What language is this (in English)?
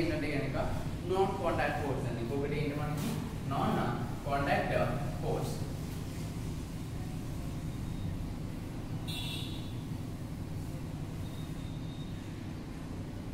Telugu